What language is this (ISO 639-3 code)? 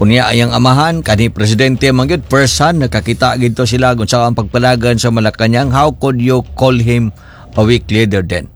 ceb